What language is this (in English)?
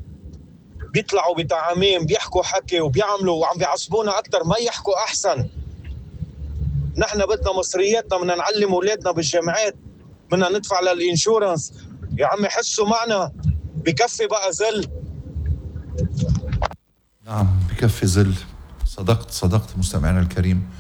North Levantine Arabic